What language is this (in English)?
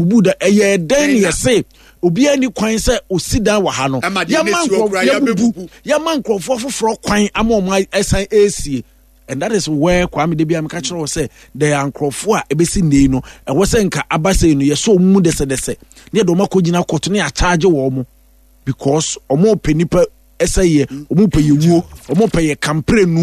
Akan